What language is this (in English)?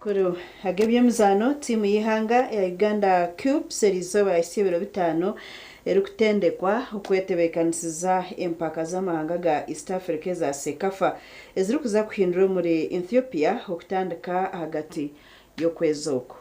Nyankole